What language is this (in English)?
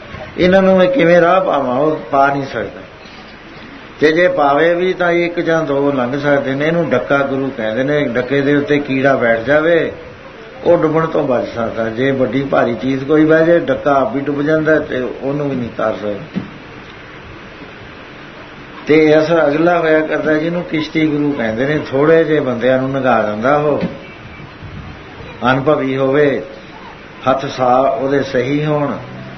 Punjabi